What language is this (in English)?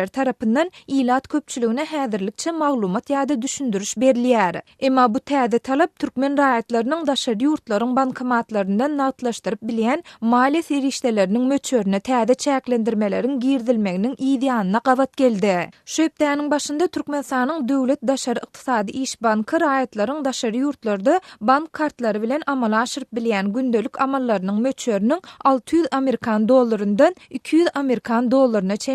Turkmen